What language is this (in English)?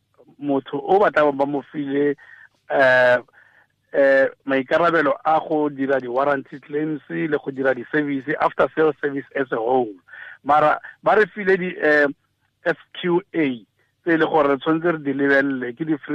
Tswana